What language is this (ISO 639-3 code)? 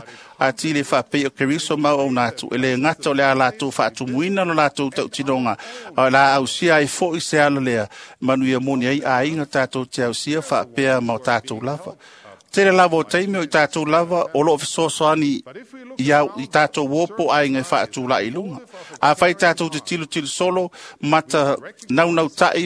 smo